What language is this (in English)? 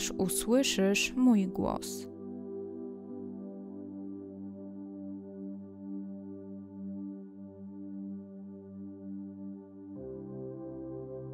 Polish